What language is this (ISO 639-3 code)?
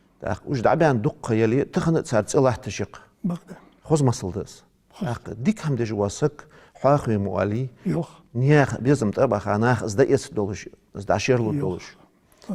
inh